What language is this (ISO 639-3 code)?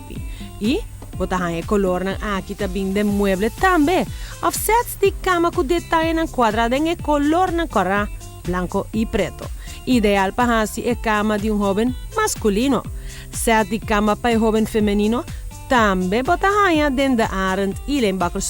pap